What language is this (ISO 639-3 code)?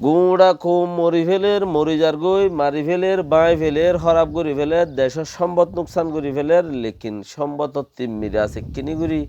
rhg